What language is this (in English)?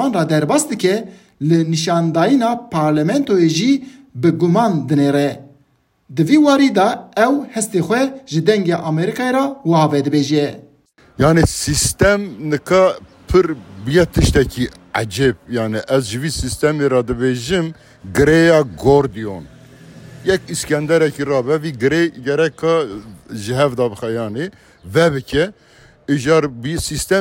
Kurdish